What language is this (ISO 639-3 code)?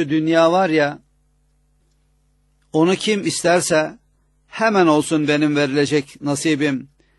tur